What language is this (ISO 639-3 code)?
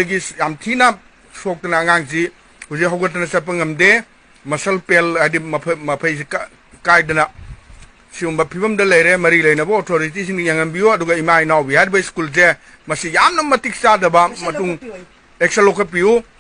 mni